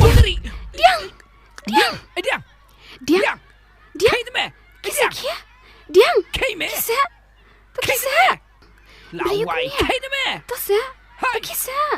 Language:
Khasi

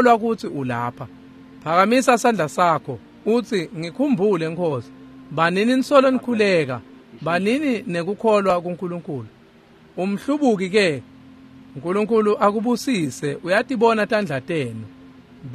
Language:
Swati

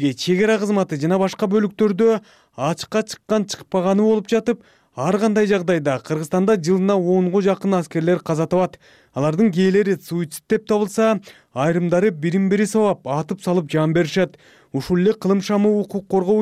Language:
Kyrgyz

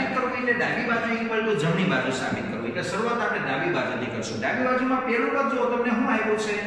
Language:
Gujarati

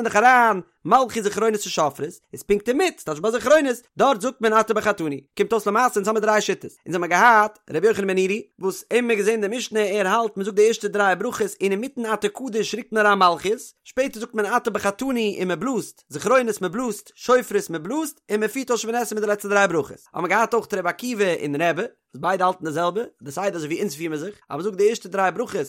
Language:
Yiddish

